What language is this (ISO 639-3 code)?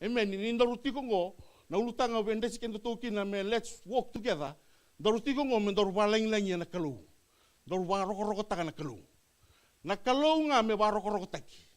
fij